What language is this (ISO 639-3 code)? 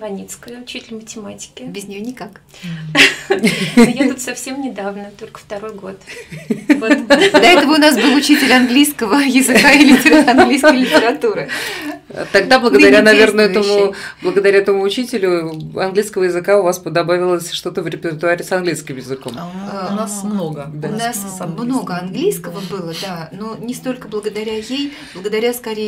rus